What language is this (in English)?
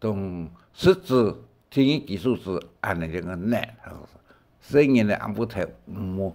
Hakka Chinese